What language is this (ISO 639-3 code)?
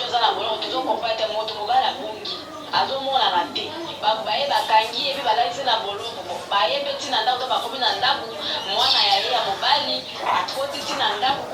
lin